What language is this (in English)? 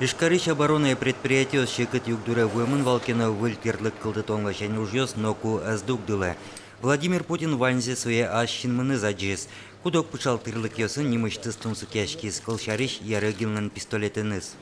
Udmurt